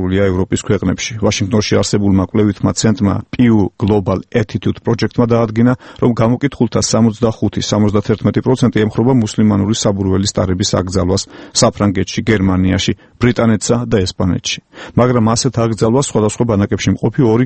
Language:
Georgian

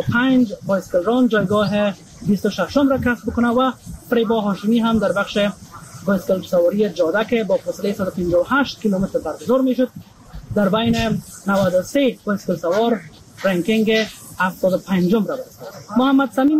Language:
Persian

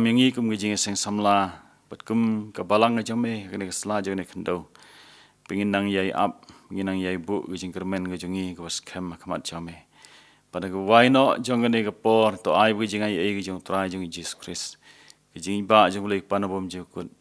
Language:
Khasi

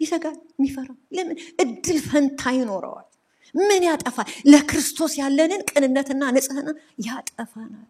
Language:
Amharic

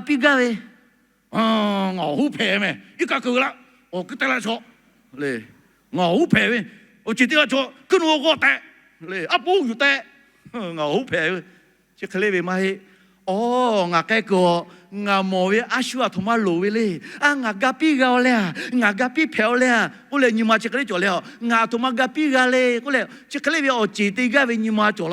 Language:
Lahu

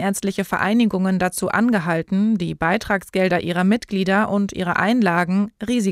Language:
German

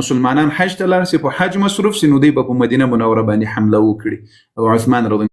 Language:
Pashto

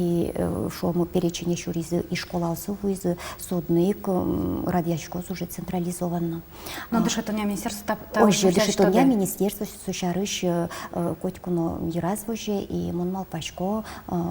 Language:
Udmurt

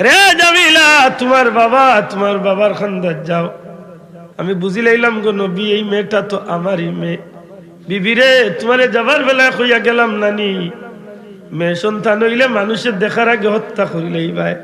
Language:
Sylheti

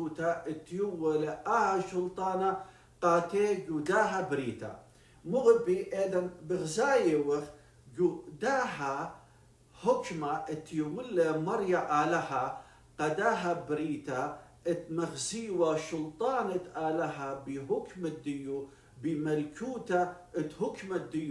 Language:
Assyrian Neo-Aramaic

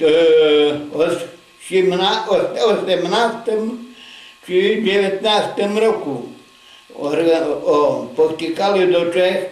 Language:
Rusyn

